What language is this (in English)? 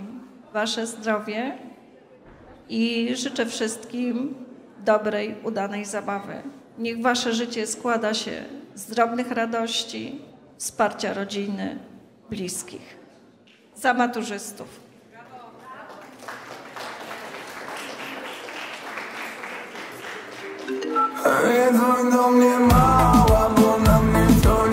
Polish